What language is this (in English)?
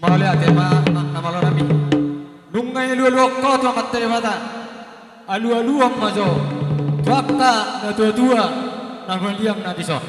Batak Toba